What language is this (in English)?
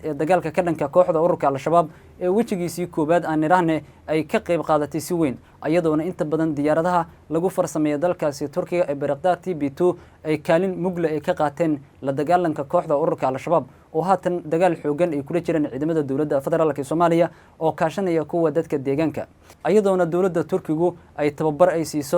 Somali